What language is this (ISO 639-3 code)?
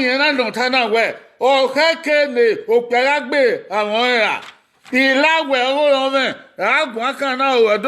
bin